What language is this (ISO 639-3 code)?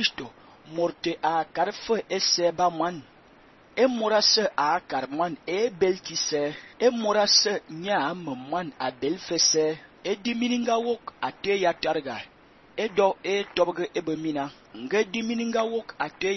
fan